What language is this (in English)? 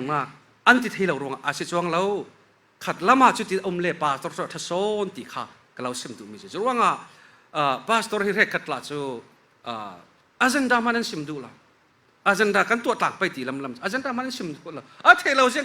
Falam Chin